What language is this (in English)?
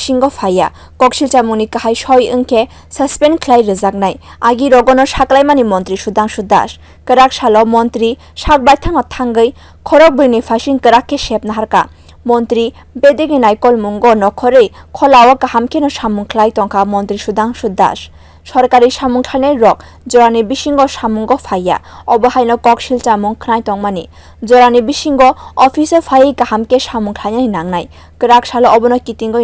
Kok Borok